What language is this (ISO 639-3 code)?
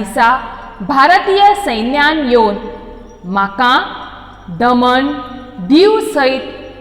kok